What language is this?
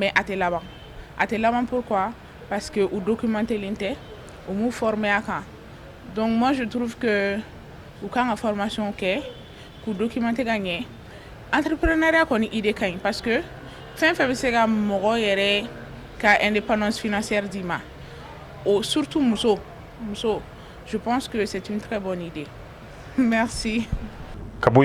Bambara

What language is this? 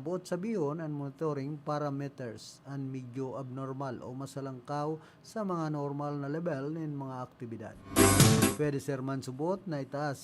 Bikol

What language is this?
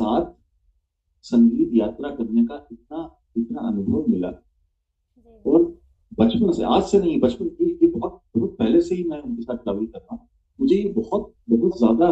Hindi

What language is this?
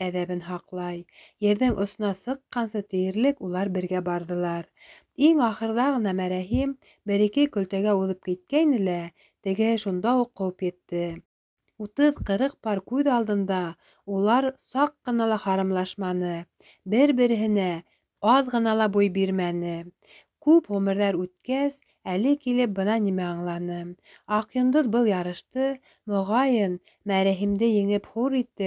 Bashkir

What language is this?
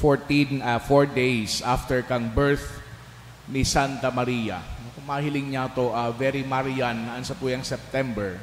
Bikol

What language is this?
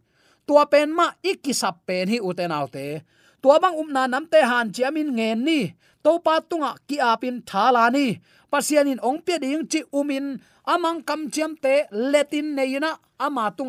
Tedim Chin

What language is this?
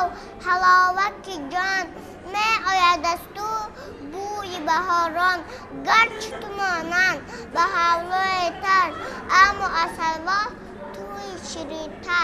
Tajik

